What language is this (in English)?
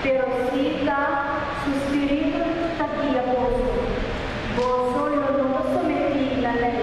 Papiamento